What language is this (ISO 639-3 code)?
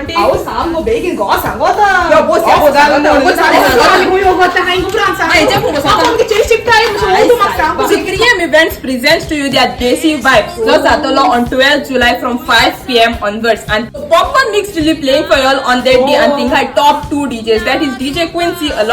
kok